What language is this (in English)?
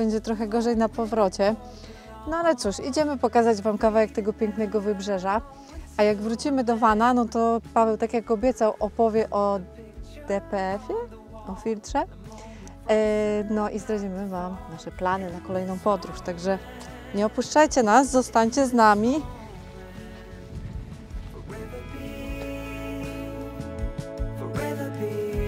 Polish